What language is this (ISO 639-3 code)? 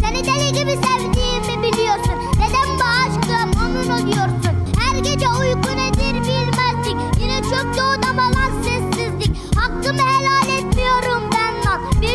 tur